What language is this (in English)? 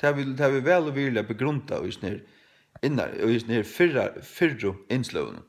Faroese